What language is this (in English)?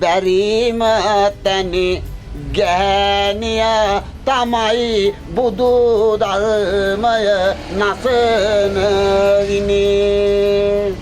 Sinhala